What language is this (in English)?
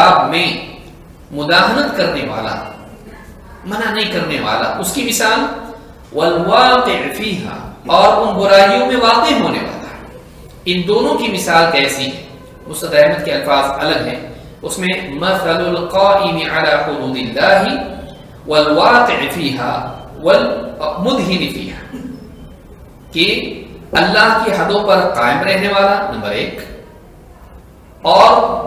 Urdu